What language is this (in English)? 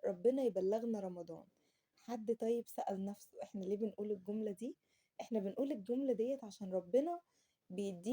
Egyptian Arabic